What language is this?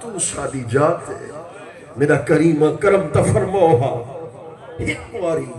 Saraiki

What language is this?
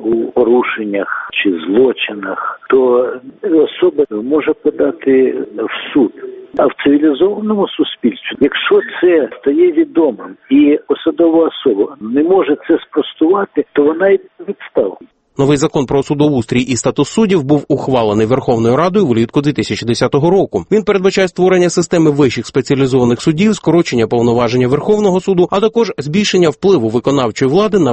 Ukrainian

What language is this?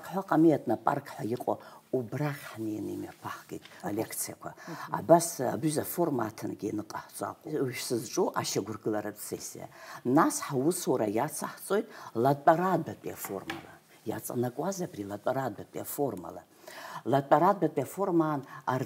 Abkhazian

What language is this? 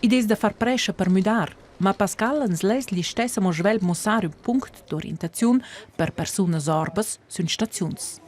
Romansh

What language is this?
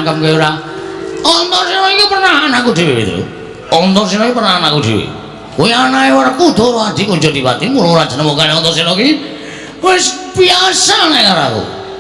Javanese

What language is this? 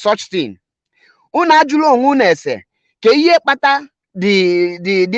Igbo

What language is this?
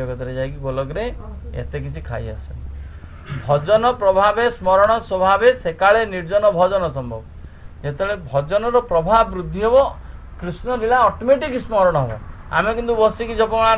Odia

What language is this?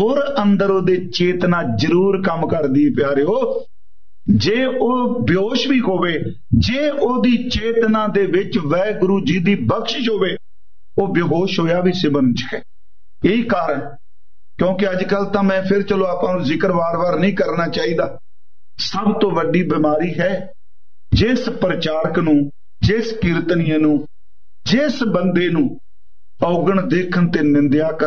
Punjabi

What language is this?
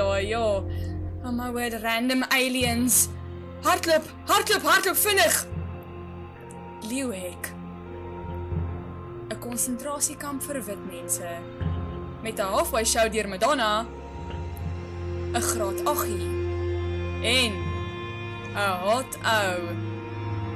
Afrikaans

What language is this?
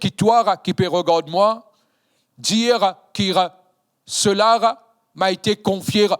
Morisyen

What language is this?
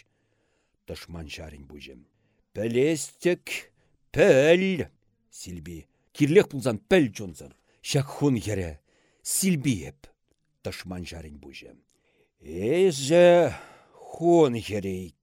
Chuvash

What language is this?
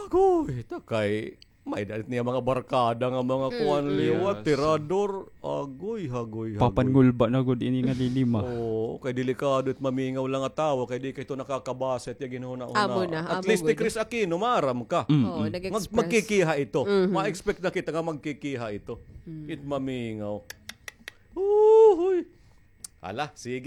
Waray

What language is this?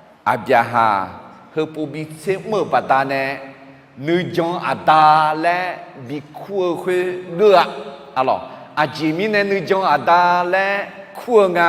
Akha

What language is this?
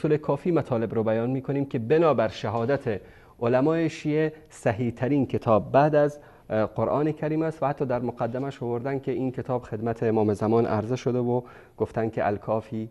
Persian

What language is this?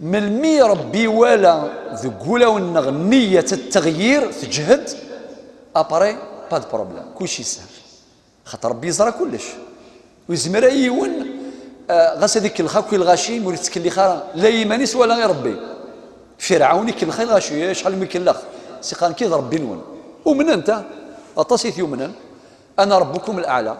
Kabyle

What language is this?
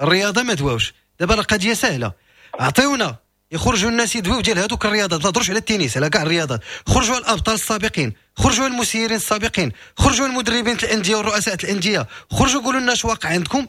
Moroccan Arabic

